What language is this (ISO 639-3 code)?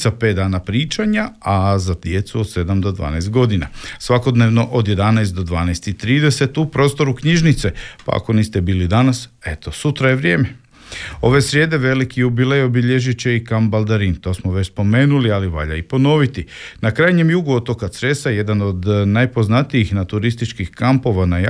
hrv